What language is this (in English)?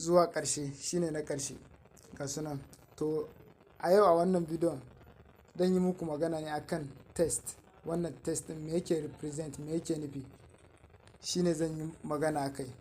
Hausa